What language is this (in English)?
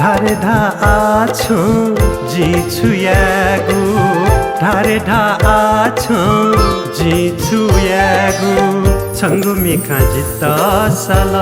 Newari